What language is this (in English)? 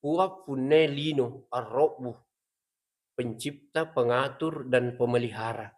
Buginese